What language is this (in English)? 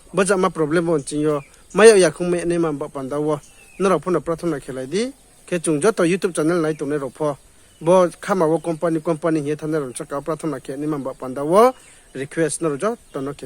Riang (India)